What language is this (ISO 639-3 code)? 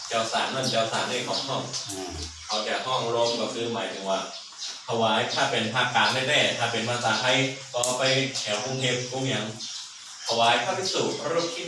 shn